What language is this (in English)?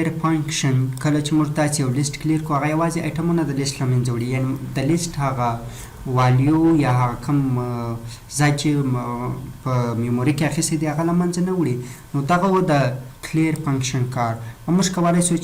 Pashto